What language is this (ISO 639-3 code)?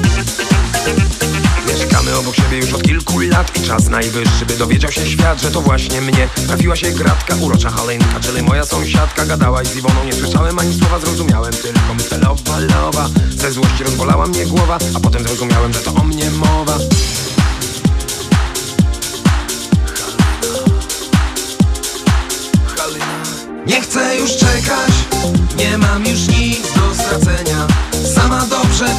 pol